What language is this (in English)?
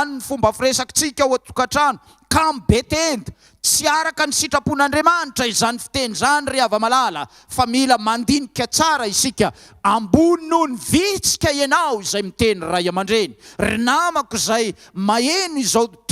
Malagasy